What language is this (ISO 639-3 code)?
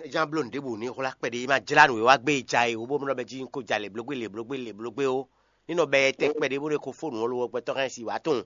fon